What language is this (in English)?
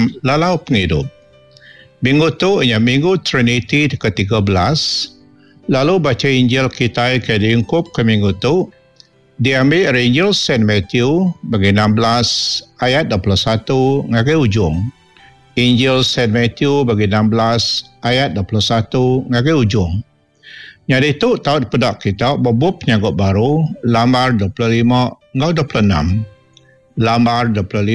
Iban